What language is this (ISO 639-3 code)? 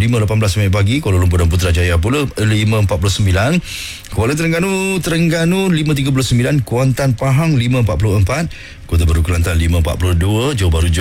msa